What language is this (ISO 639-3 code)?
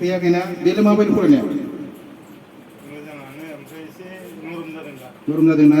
brx